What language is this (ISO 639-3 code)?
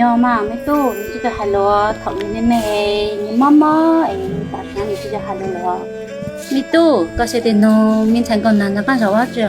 hmn